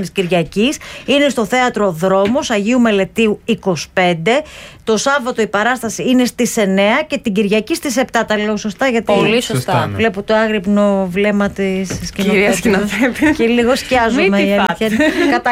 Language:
Greek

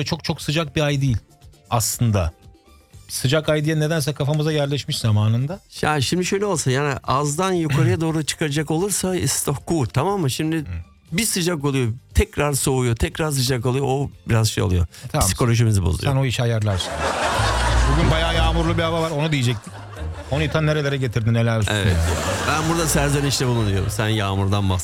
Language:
Turkish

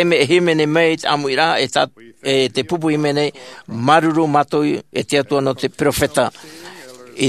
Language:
Tahitian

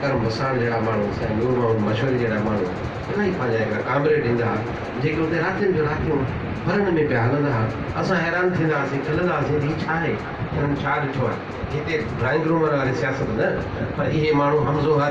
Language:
Sindhi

